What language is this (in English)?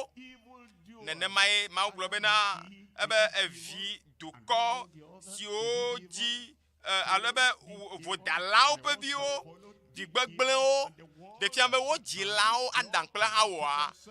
Ewe